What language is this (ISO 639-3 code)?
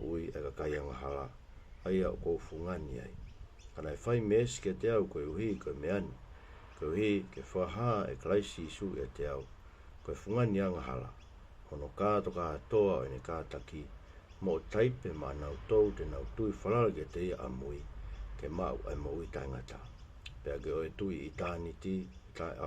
ton